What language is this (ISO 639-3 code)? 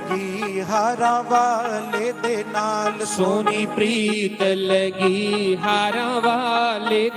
doi